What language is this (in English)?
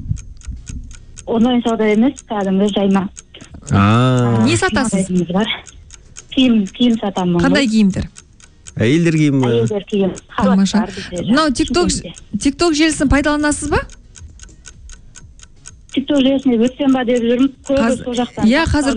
Kazakh